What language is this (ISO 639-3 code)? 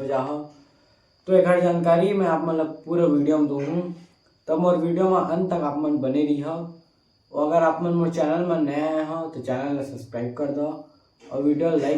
hne